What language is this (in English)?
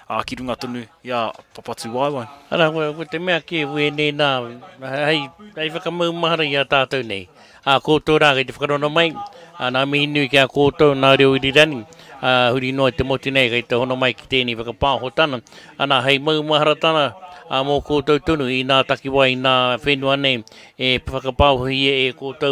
Māori